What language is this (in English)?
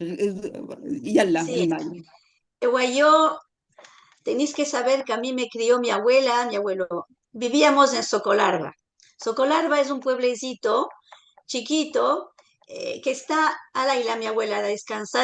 Ladino